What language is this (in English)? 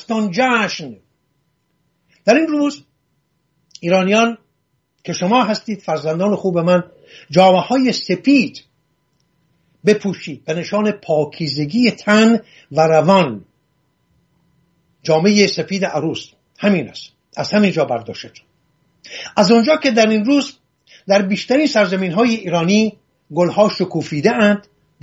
Persian